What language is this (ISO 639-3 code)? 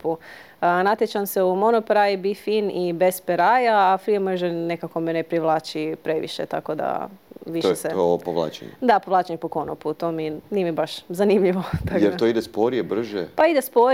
hrv